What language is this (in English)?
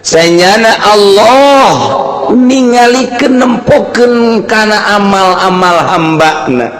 Sundanese